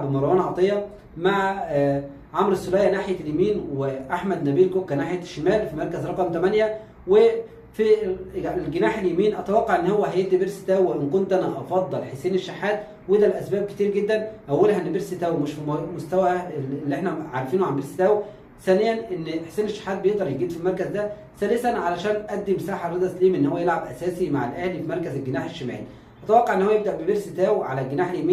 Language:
Egyptian Arabic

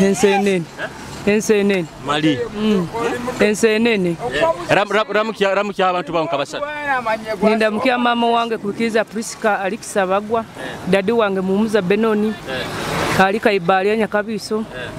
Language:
Nyoro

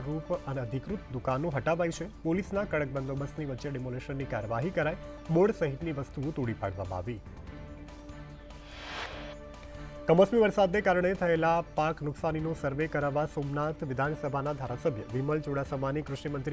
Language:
Gujarati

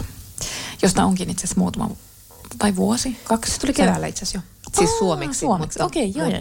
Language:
Finnish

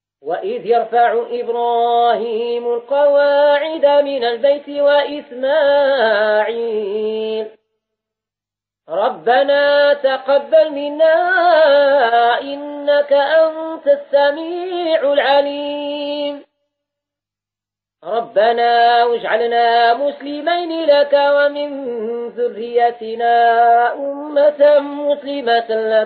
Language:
Arabic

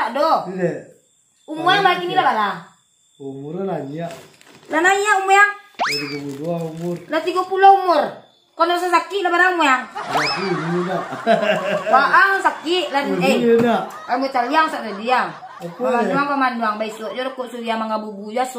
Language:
Minangkabau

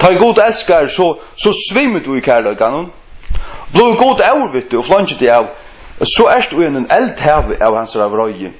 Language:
Faroese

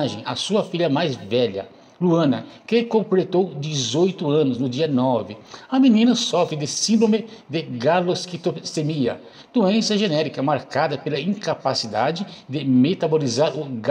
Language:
Portuguese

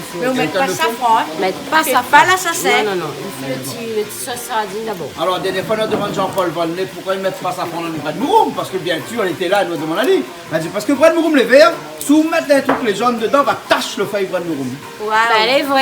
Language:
Réunion Creole French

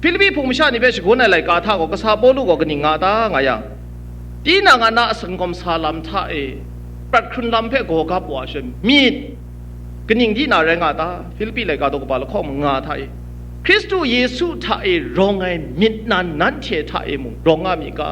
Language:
Kachin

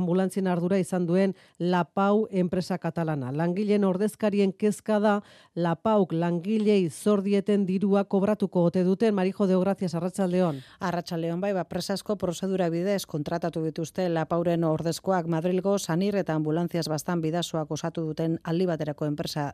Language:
Basque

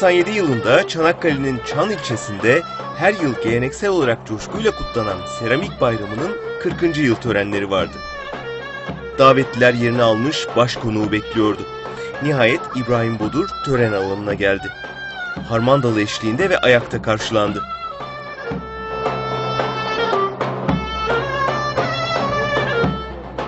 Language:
Turkish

